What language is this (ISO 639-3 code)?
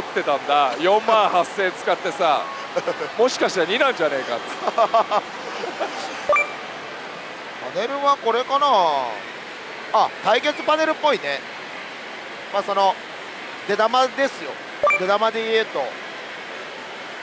jpn